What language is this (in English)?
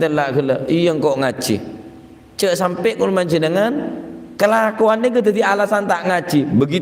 Madurese